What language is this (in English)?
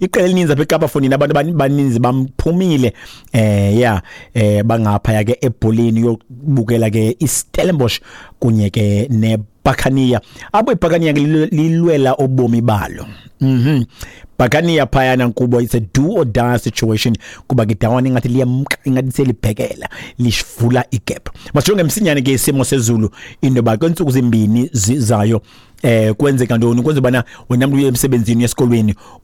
Xhosa